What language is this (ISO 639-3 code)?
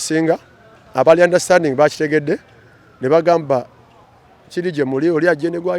lug